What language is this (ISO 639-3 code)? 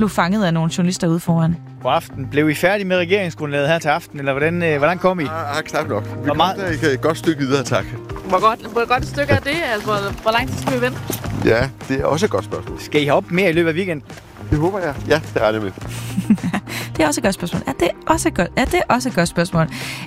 dan